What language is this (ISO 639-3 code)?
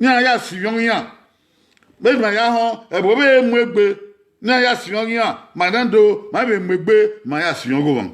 bin